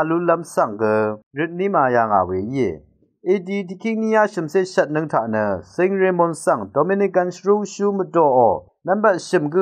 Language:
Rawang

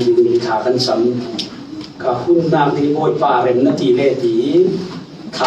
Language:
Falam Chin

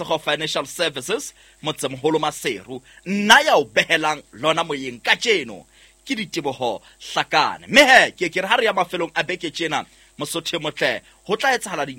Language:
Southern Sotho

